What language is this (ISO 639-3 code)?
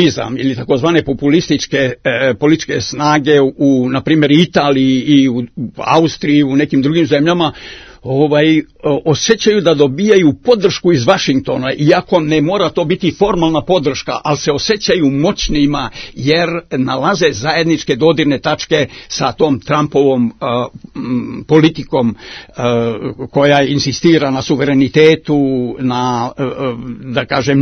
srp